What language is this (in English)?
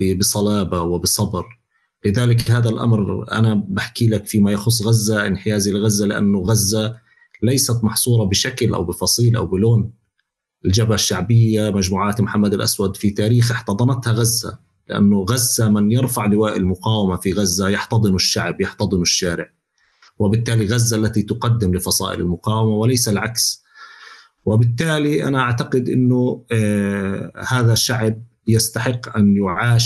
North Levantine Arabic